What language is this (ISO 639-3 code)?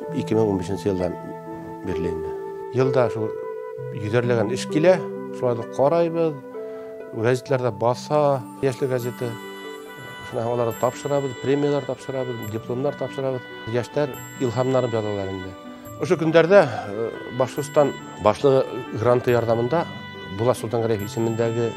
bak